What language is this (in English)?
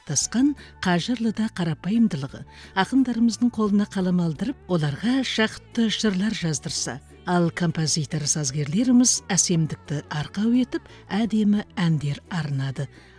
Kazakh